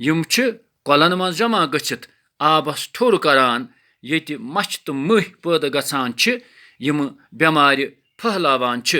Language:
Kashmiri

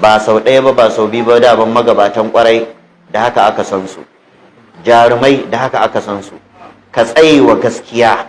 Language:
Hausa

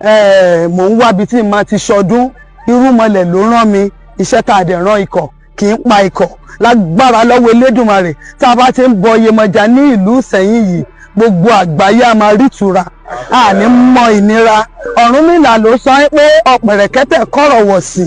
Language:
Yoruba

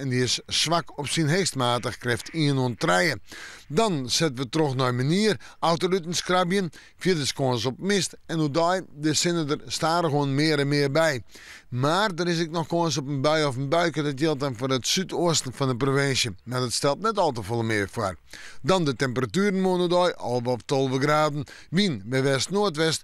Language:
Western Frisian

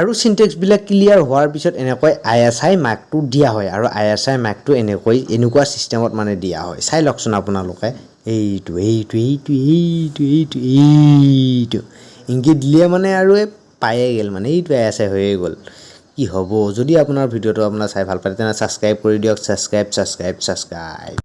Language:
Assamese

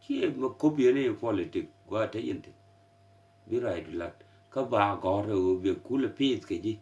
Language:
Nuer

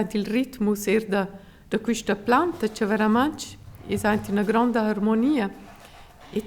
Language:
Romansh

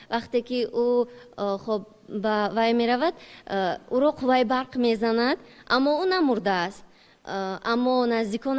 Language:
Tajik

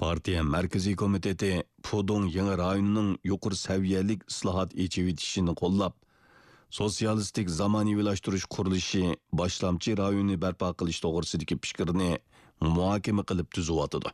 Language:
Uyghur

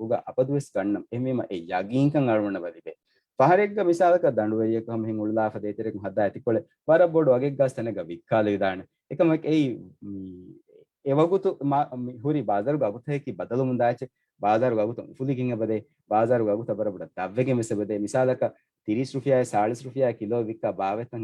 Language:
Divehi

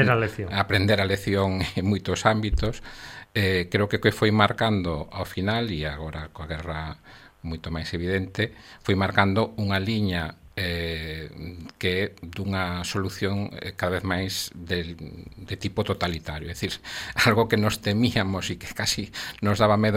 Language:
Galician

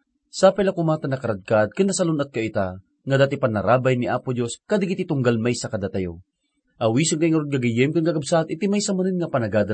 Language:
Iloko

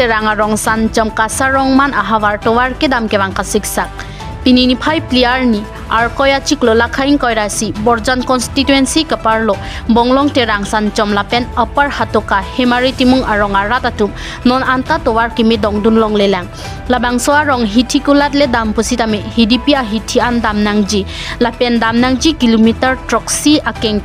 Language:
Karbi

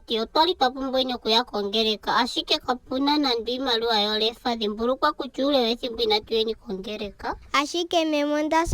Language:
Ndonga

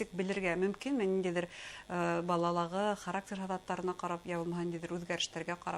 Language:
Bashkir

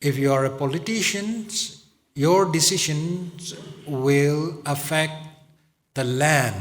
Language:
Tangkhul Naga (India)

